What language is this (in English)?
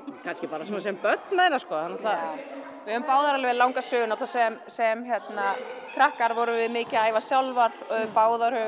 Icelandic